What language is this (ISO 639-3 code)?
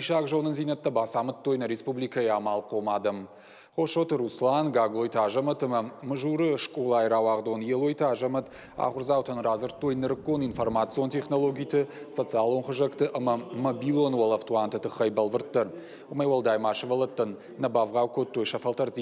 oss